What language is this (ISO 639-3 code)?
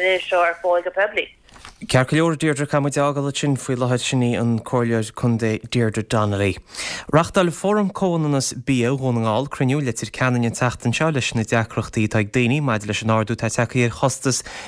gle